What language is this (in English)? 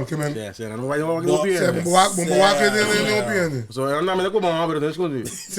Papiamento